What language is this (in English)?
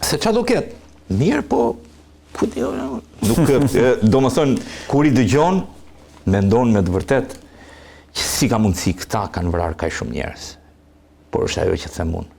Albanian